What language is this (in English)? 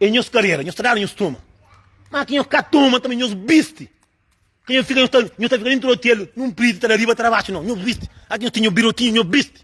Kabuverdianu